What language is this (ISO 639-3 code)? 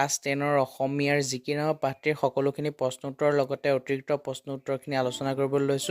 asm